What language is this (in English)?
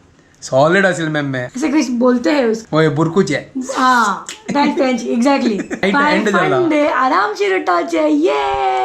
Konkani